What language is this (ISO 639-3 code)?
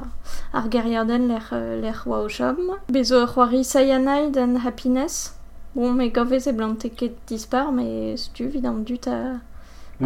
bre